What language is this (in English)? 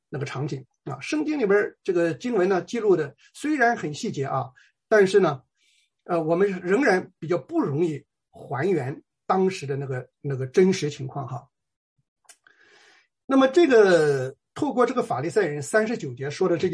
Chinese